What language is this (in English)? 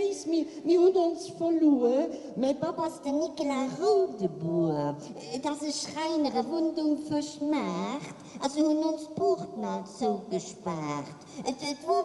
Luxembourgish